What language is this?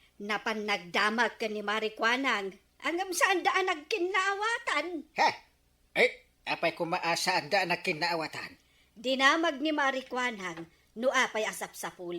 Iloko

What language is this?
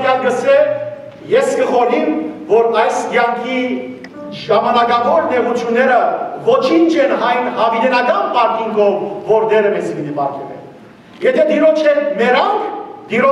Western Armenian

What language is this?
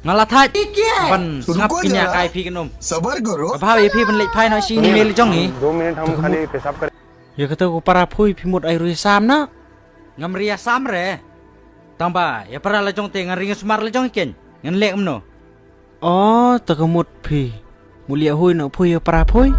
Khasi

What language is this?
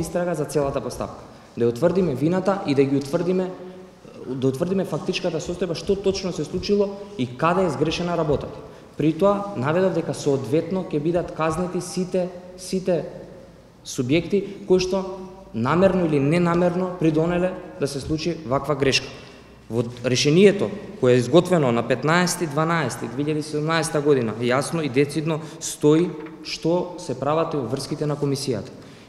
Macedonian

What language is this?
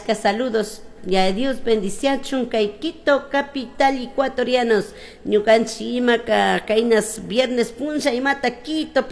Chimborazo Highland Quichua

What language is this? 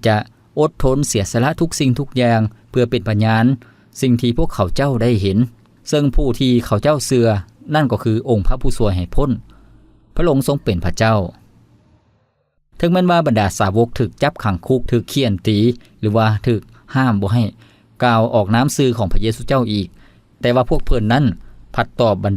Lao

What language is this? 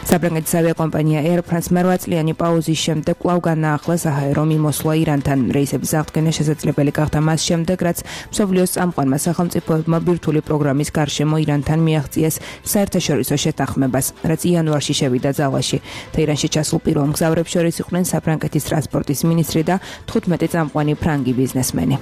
Georgian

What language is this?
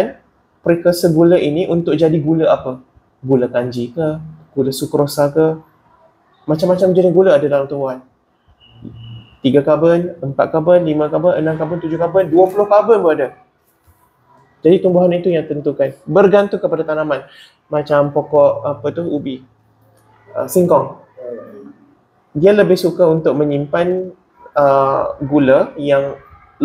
Malay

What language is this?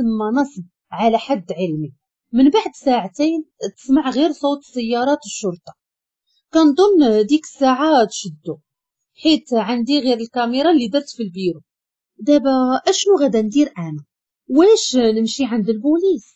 Moroccan Arabic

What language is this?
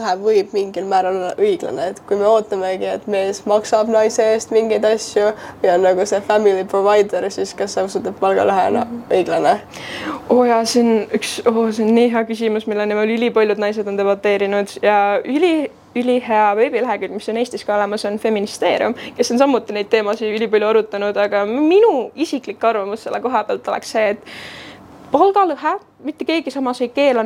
Estonian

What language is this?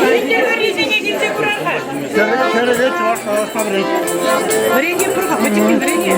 Chuvash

